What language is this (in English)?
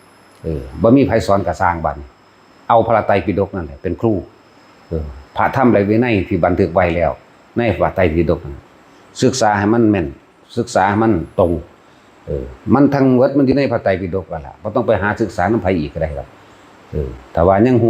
Northeastern Thai